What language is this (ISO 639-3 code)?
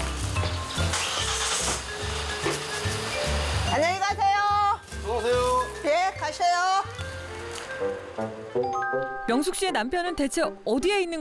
kor